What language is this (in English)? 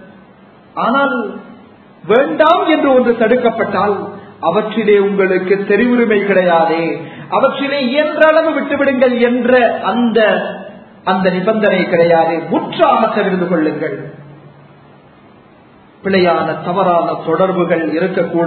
Tamil